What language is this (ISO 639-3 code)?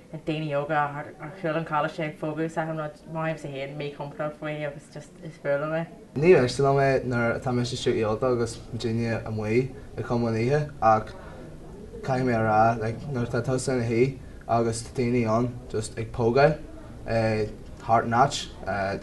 gle